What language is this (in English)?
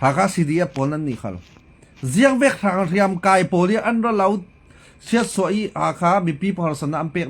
Falam Chin